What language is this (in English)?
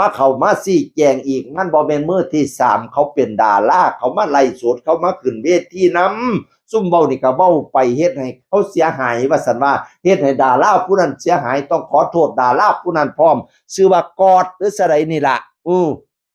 Northeastern Thai